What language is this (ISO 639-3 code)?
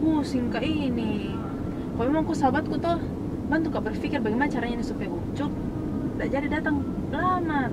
mfp